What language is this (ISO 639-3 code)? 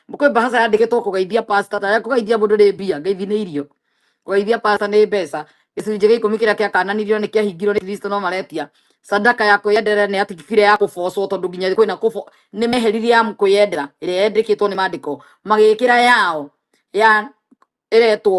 kik